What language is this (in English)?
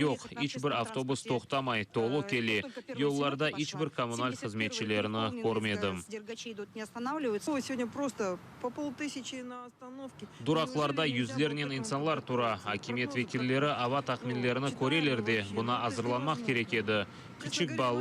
Crimean Tatar